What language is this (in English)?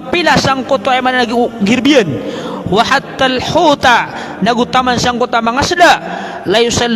Maranao